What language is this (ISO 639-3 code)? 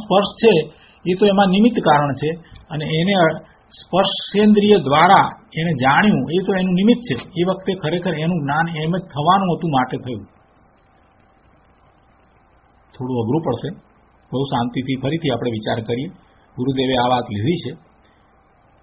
guj